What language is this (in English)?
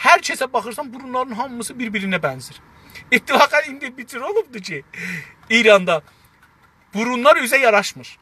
South Azerbaijani